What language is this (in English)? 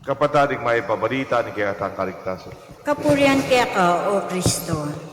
Pampanga